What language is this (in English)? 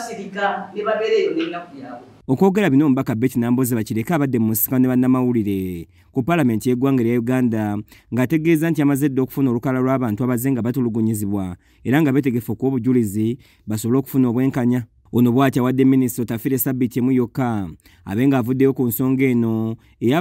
Ganda